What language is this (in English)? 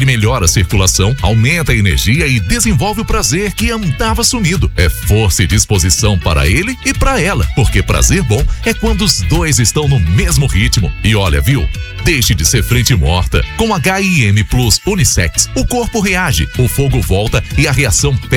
Portuguese